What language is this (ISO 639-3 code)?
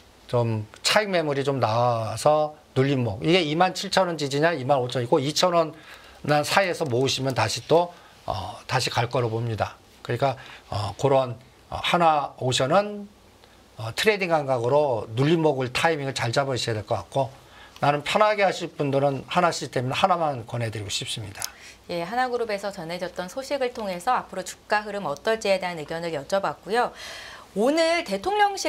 kor